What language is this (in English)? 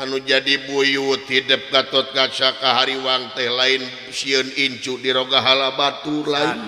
Sundanese